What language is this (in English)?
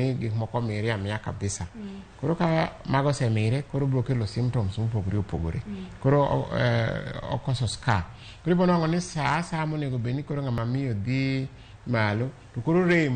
Luo (Kenya and Tanzania)